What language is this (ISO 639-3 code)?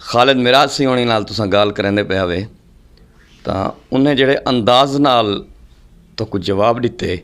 skr